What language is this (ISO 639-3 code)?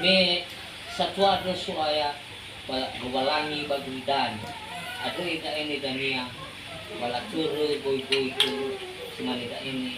nia